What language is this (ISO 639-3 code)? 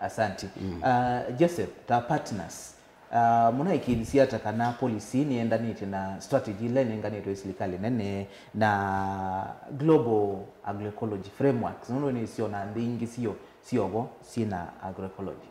kam